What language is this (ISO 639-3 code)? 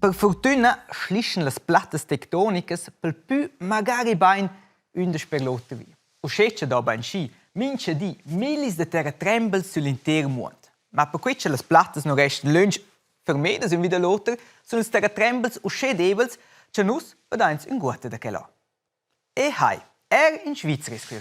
roh